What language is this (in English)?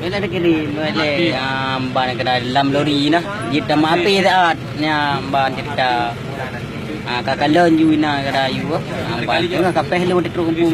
Achinese